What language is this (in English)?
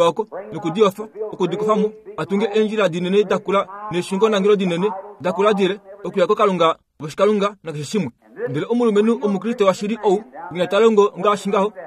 Kuanyama